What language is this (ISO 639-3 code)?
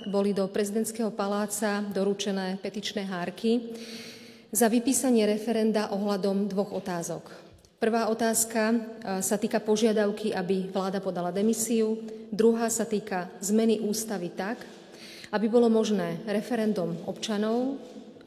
slk